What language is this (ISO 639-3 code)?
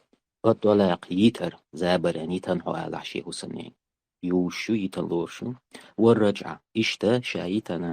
che